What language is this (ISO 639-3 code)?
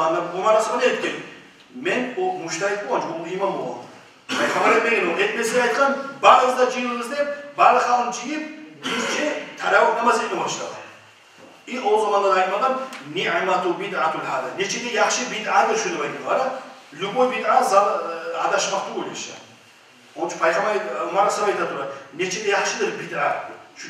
kum